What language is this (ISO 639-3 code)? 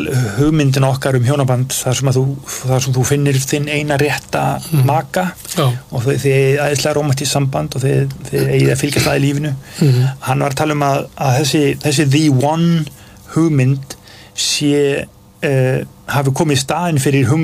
isl